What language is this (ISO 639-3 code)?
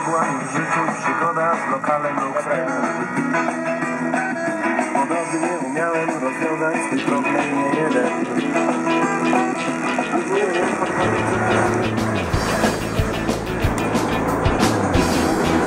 pol